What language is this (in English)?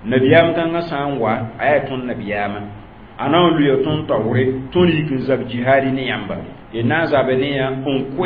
Mossi